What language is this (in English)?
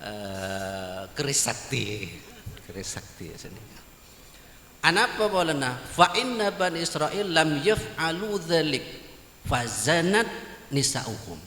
Madurese